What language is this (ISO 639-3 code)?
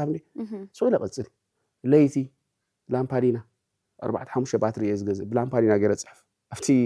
tir